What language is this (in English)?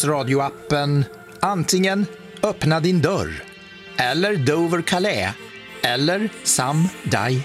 Swedish